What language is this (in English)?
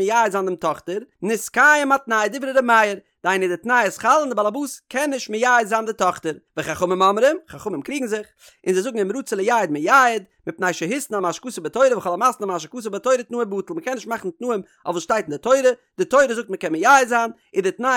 Yiddish